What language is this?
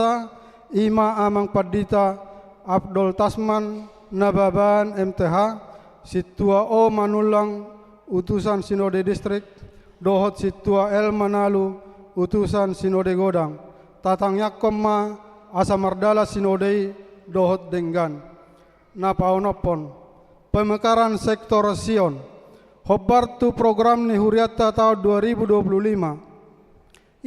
Batak Toba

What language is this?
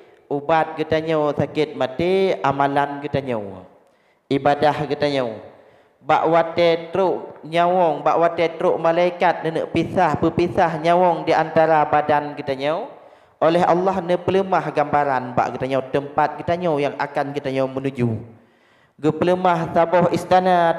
Achinese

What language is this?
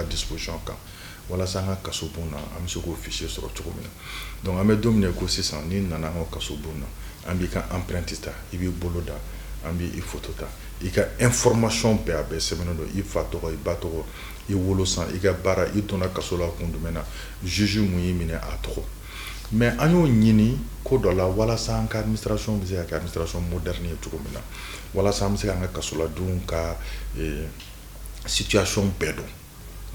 Bambara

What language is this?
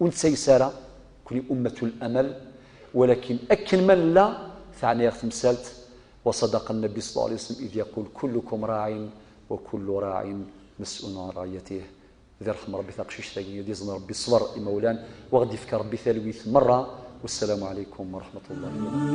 Kabyle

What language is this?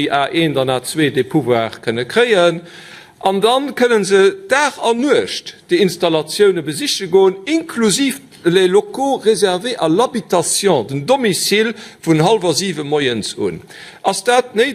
Luxembourgish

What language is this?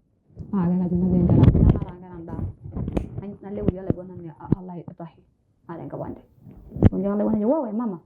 Masai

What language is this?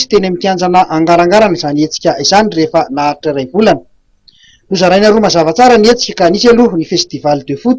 Malagasy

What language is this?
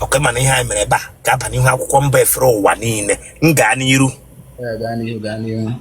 Igbo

